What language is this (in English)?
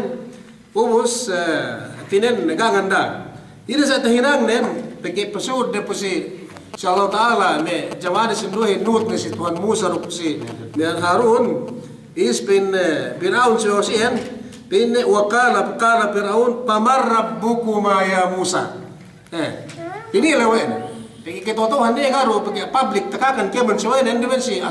Yakan